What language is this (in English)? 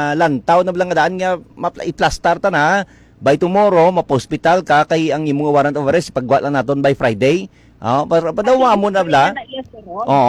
Hiligaynon